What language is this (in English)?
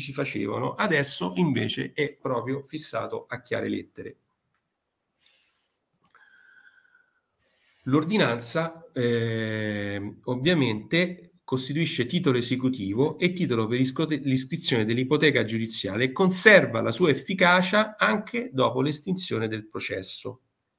Italian